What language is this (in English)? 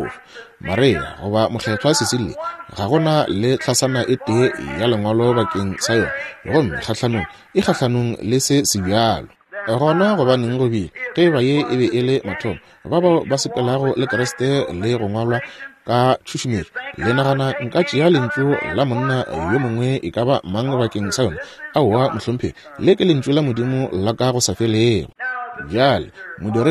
Northern Sotho